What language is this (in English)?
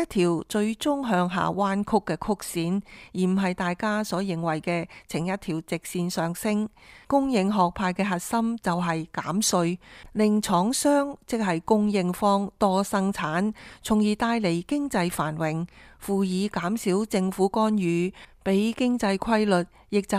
Cantonese